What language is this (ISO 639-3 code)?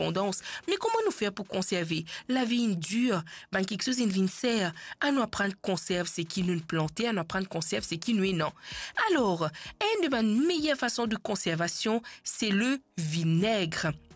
mfe